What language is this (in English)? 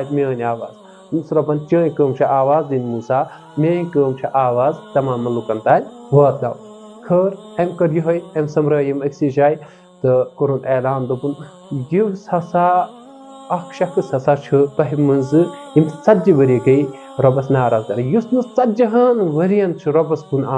Kashmiri